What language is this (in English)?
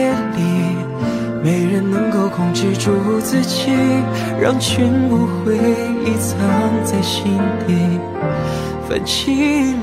Chinese